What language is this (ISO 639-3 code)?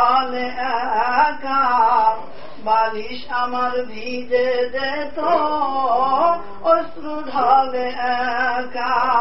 ben